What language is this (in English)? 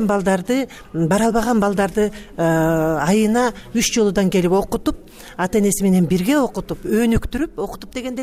Kyrgyz